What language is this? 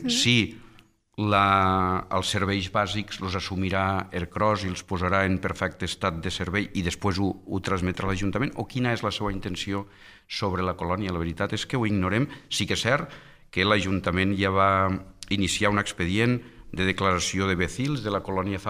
Catalan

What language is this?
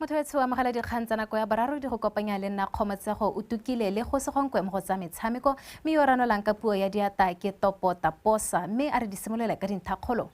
Tswana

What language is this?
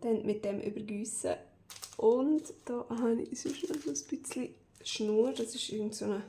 Swiss German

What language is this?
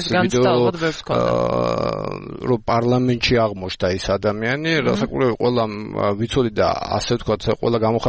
Georgian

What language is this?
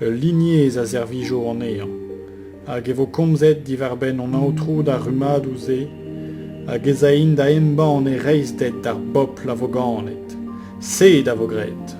Breton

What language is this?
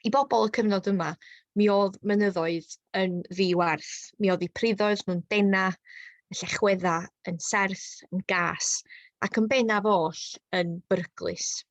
Welsh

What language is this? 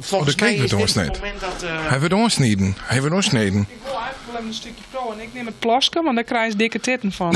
Western Frisian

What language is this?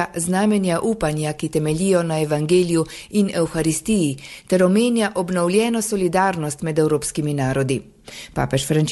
Slovenian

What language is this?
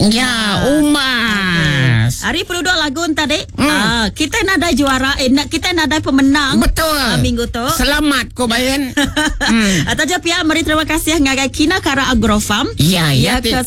Iban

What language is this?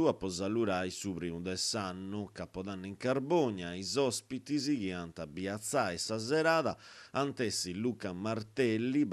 Sardinian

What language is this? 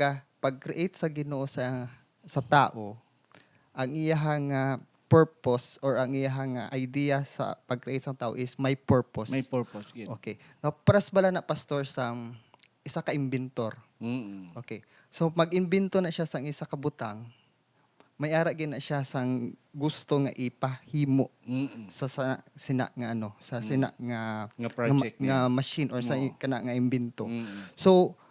Hiligaynon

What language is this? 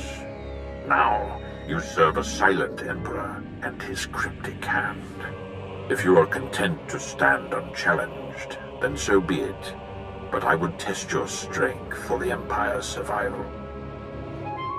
English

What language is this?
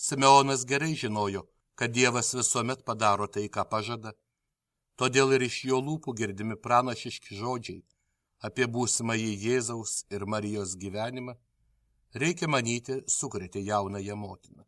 Lithuanian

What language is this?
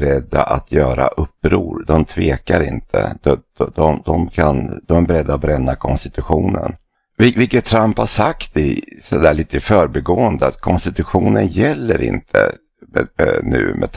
Swedish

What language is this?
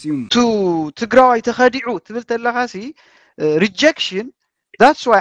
Tigrinya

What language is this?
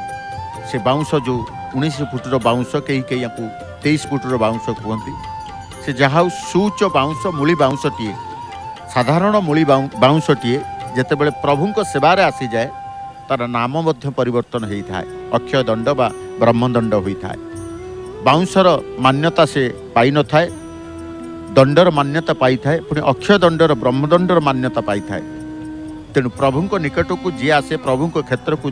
Odia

